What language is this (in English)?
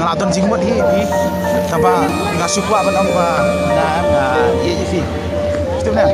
Khasi